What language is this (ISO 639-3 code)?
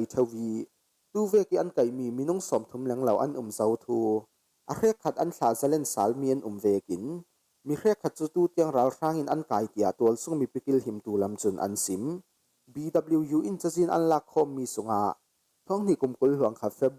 cfm